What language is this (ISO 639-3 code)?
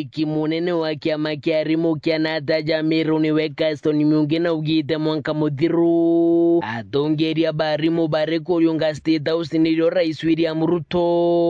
mer